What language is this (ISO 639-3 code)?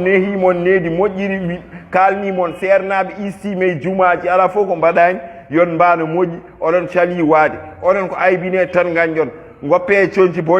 ful